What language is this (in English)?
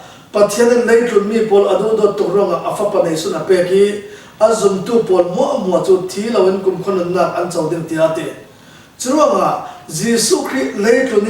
Falam Chin